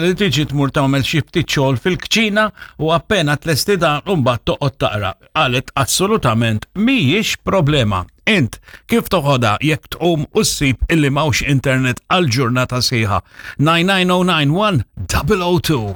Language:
Maltese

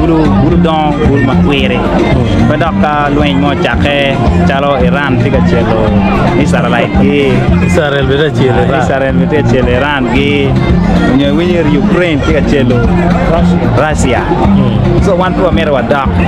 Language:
Acoli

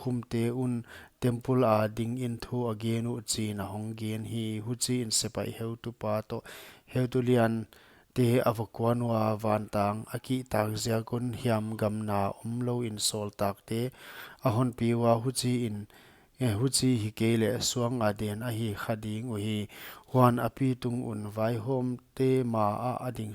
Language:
Paite Chin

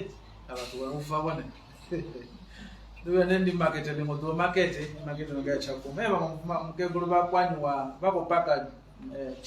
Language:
Venda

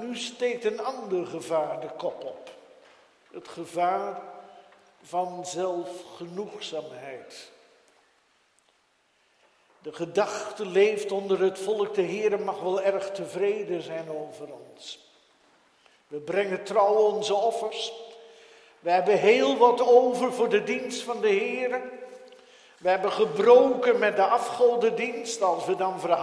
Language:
Dutch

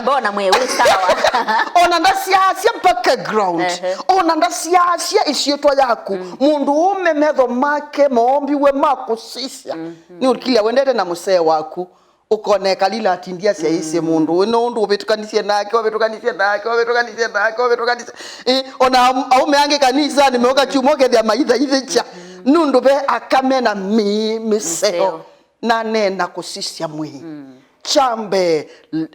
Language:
Kamba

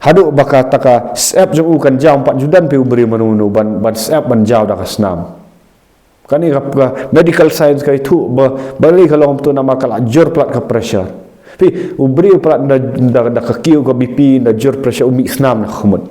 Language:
Khasi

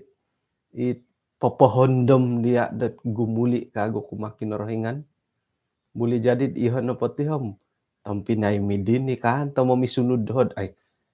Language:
Central Dusun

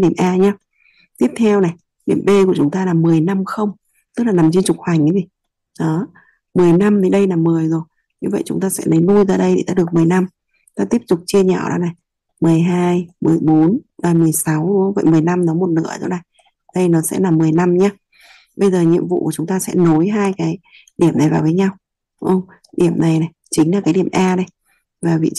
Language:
Vietnamese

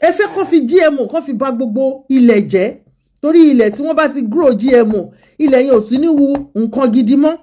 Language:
Yoruba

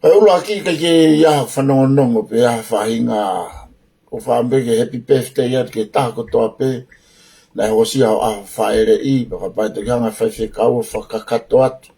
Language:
Tongan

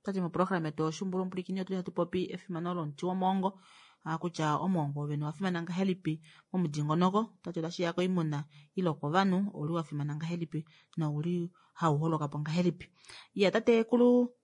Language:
Kuanyama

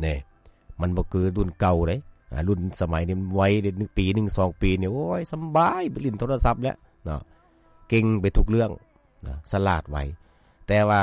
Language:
Lao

